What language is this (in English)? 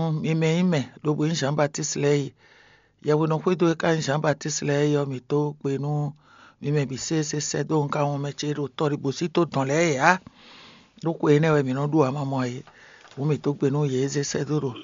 Fon